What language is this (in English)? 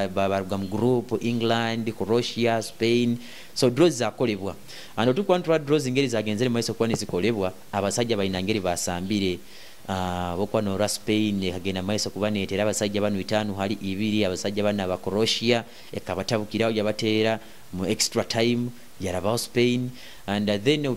Nyoro